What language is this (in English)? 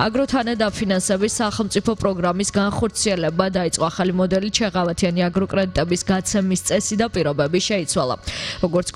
Georgian